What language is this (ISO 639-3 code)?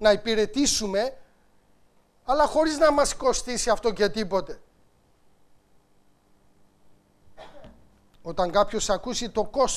ell